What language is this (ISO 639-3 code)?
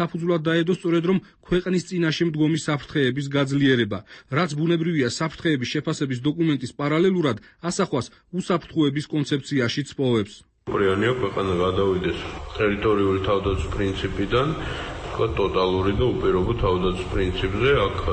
kat